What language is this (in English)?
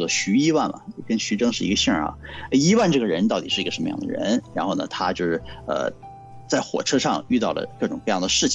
Chinese